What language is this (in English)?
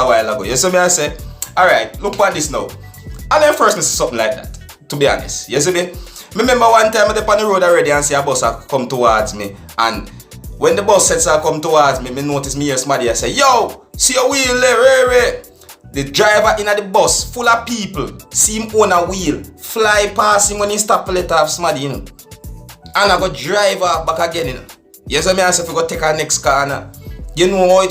Jamaican Creole English